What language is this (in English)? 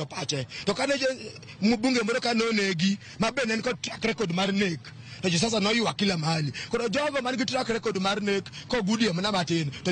Luo (Kenya and Tanzania)